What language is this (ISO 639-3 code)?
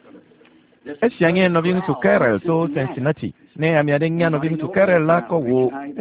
ewe